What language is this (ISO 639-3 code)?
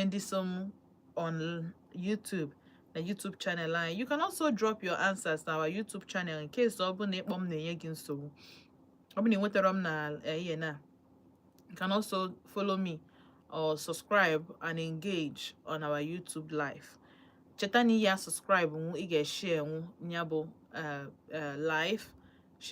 ibo